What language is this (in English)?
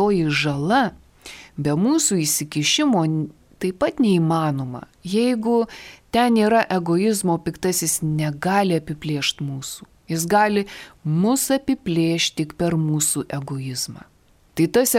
Lithuanian